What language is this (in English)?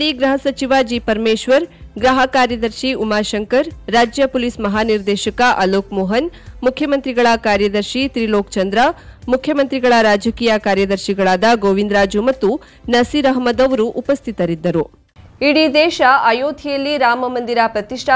Kannada